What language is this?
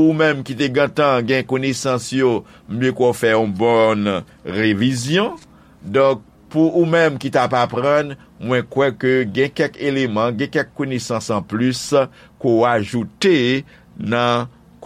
Haitian Creole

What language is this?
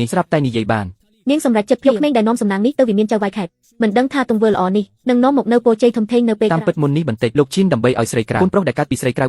Khmer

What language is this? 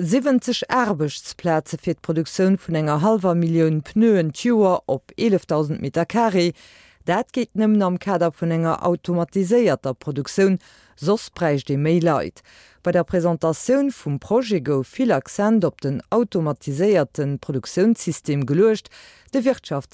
Luxembourgish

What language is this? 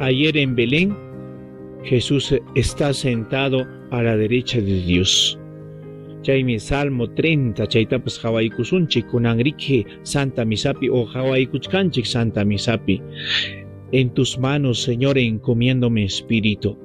Ayacucho Quechua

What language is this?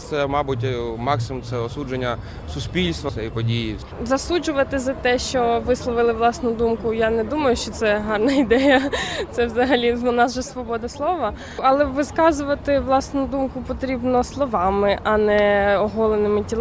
Ukrainian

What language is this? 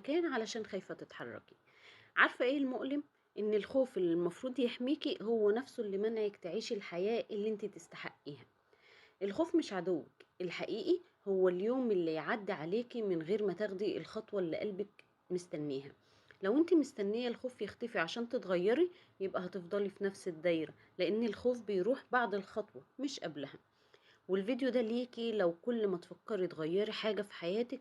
Egyptian Arabic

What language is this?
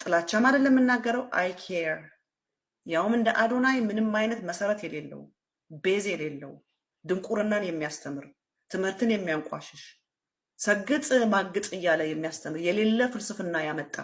Amharic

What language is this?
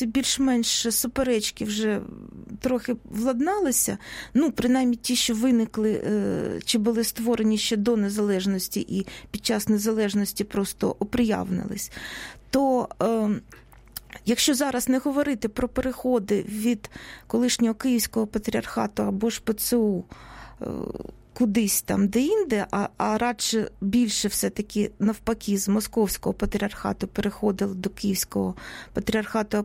Ukrainian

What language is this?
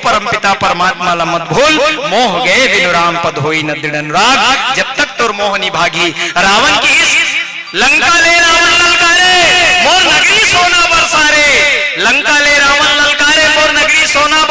Chhattisgarhi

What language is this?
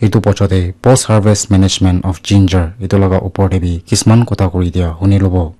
Naga Pidgin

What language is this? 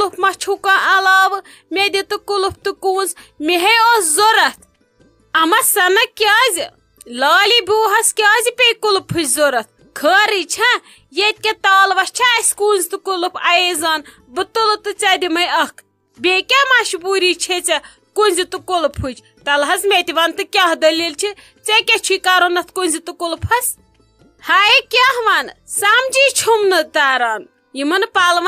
Kashmiri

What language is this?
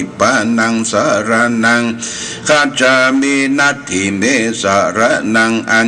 Pali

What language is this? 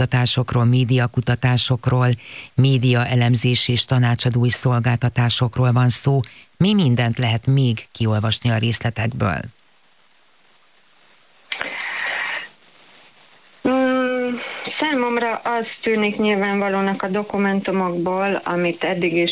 Hungarian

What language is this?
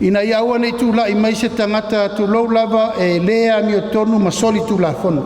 Samoan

